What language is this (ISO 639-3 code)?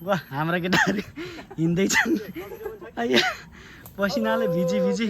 nep